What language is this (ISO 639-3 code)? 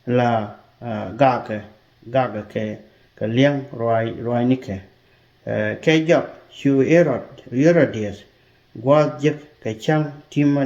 nus